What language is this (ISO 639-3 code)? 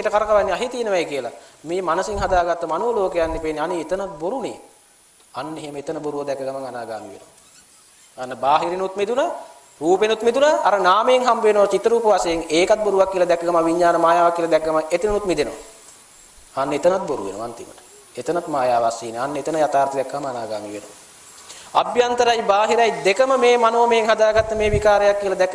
sin